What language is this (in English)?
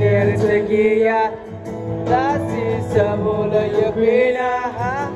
Malay